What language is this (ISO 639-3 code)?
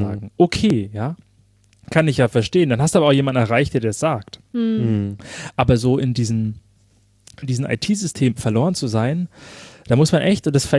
deu